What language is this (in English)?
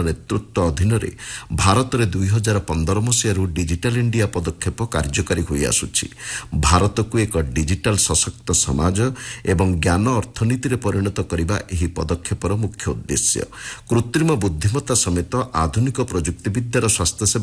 Odia